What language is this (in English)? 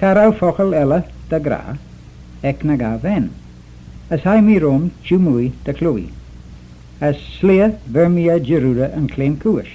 Manx